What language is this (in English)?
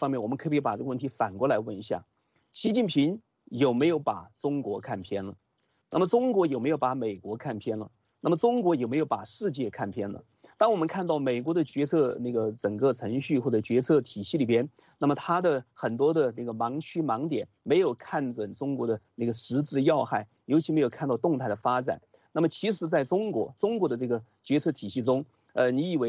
Chinese